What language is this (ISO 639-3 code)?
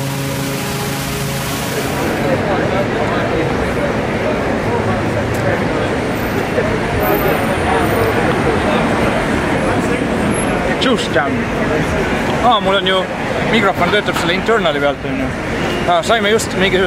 est